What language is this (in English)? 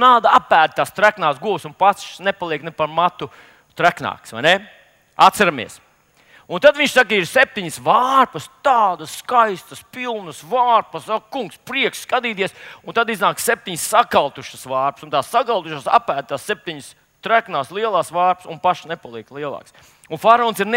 Latvian